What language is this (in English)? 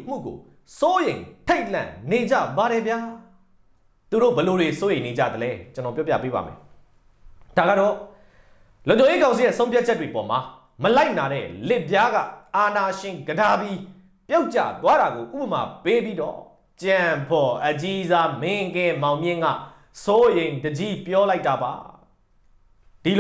Burmese